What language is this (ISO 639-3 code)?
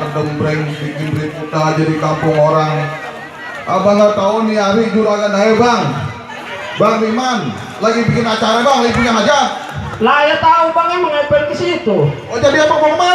bew